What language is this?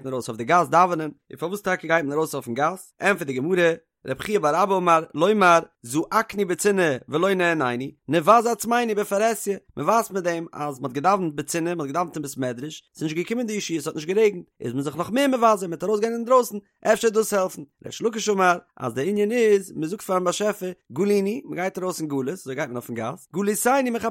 Yiddish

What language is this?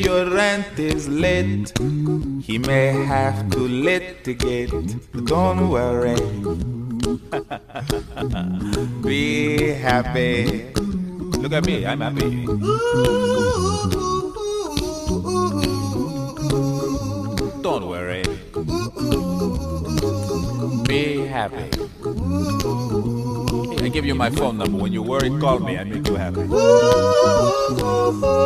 German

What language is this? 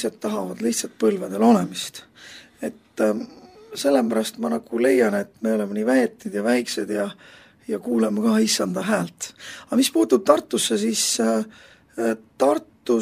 Estonian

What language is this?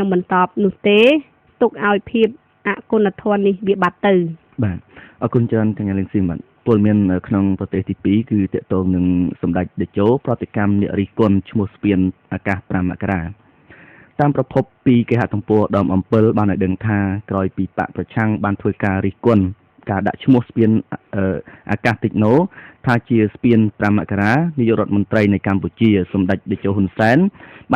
Khmer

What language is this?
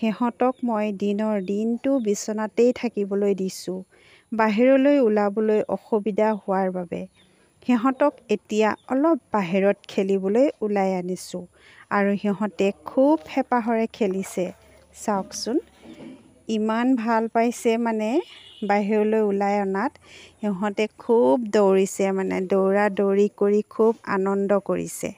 Assamese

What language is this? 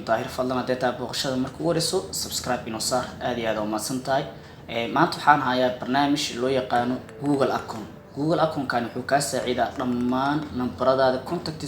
Somali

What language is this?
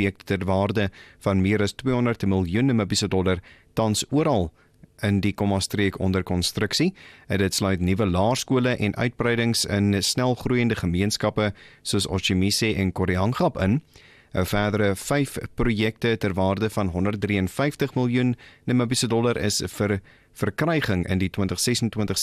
Afrikaans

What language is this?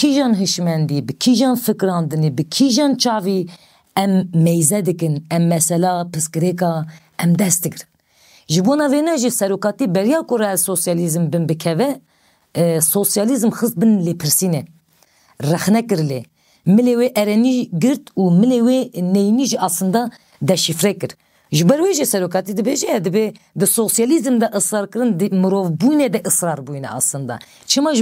Kurdish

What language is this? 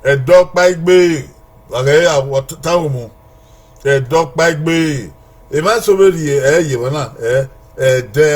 Bini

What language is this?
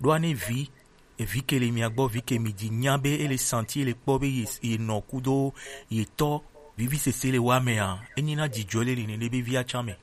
Gen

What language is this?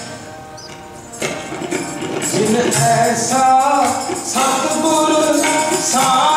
Hindi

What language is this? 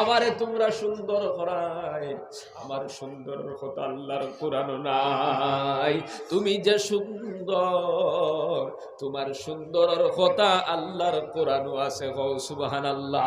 Sylheti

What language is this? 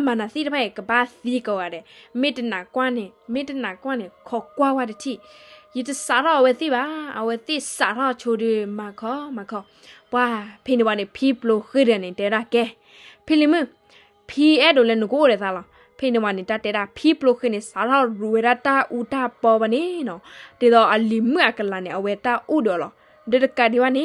S'gaw Karen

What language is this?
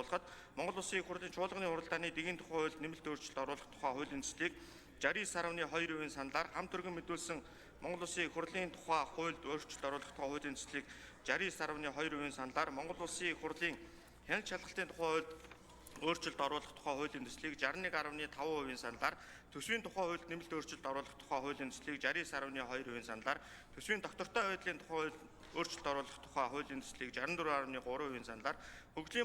Mongolian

